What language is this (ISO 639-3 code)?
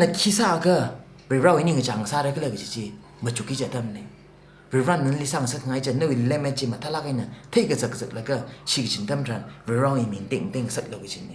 nmf